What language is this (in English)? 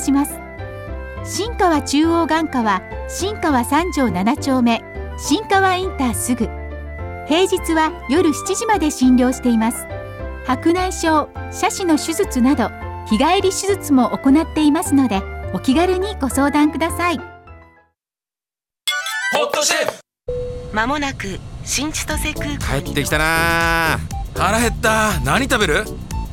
Japanese